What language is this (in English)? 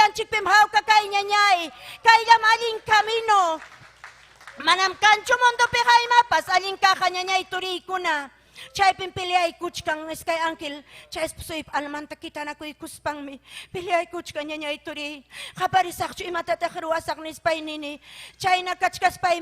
Ayacucho Quechua